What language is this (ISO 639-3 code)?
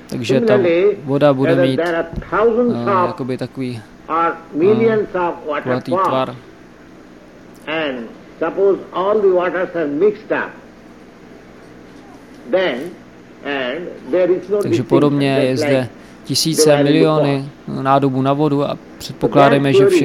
ces